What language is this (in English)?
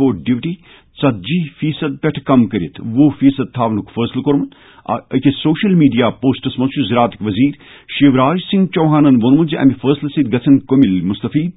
Kashmiri